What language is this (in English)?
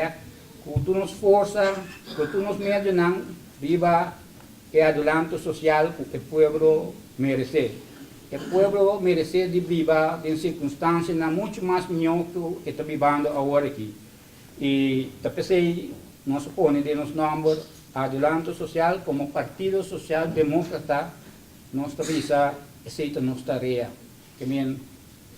Papiamento